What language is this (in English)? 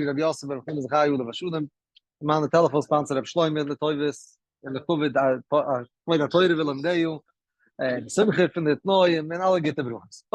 Yiddish